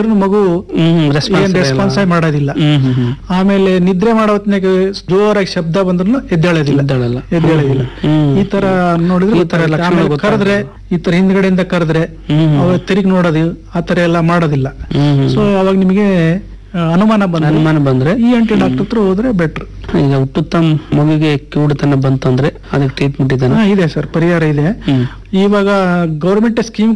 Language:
Kannada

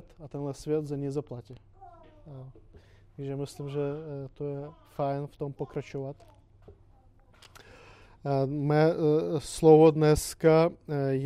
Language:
Czech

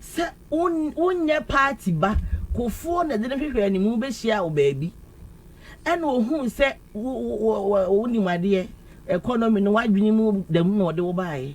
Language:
Akan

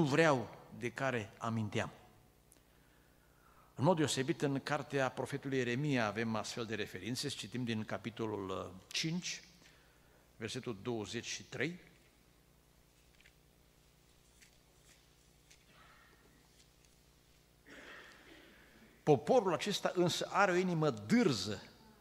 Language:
Romanian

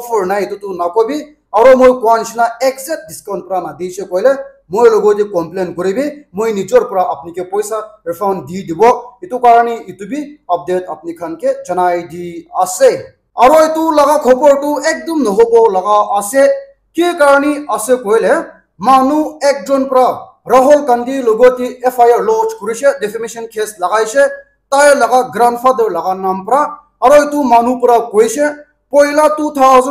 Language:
Naga Pidgin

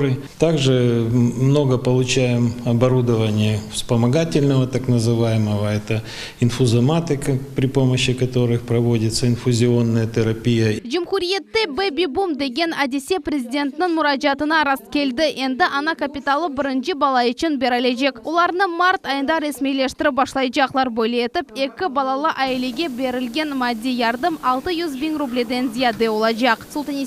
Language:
Crimean Tatar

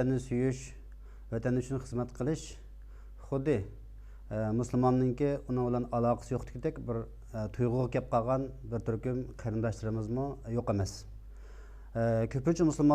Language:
Uyghur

